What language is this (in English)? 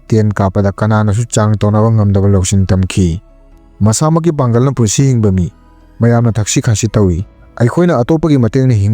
Manipuri